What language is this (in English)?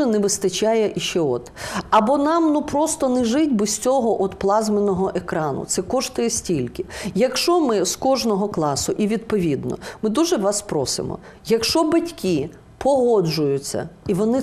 Ukrainian